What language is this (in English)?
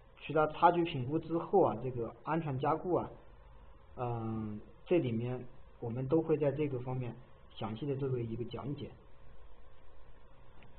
Chinese